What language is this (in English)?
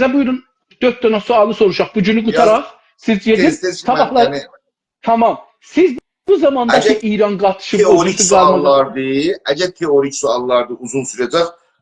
South Azerbaijani